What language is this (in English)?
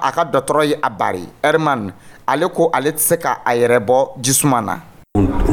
Dyula